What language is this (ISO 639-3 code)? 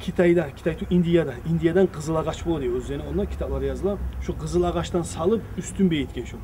kum